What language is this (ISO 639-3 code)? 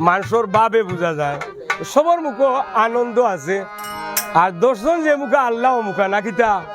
syl